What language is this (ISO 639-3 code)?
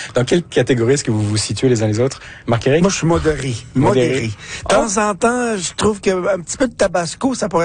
fra